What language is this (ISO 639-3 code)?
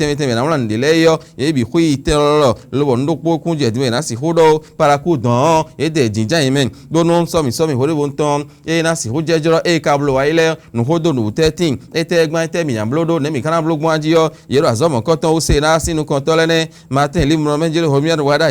fon